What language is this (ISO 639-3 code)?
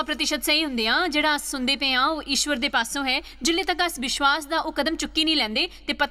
doi